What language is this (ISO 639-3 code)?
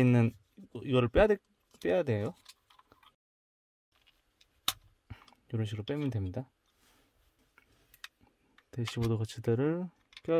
kor